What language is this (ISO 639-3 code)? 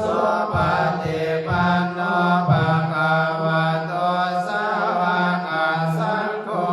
pli